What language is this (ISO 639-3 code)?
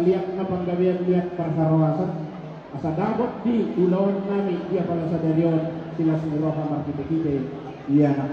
bbc